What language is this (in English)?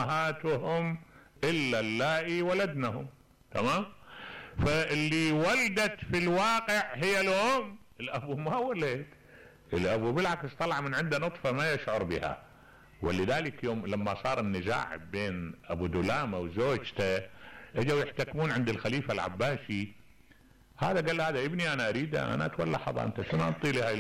Mesopotamian Arabic